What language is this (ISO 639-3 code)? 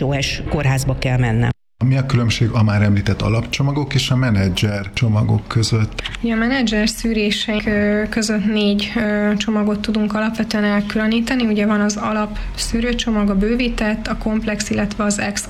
hun